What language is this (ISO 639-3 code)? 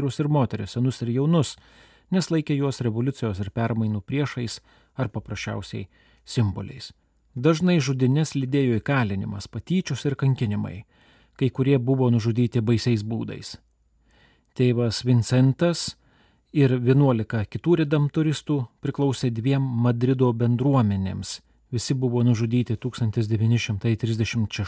lit